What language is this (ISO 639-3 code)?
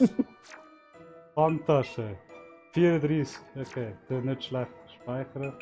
gsw